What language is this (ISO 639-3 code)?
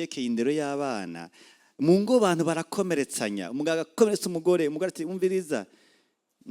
run